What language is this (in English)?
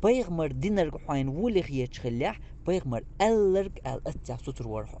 Chechen